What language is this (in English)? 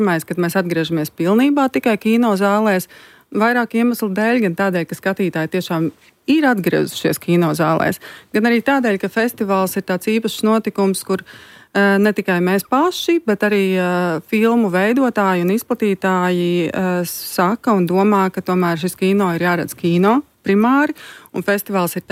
Latvian